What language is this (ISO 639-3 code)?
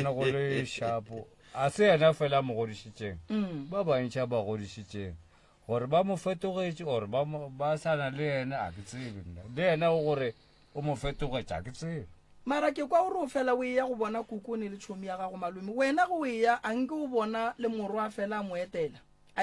nso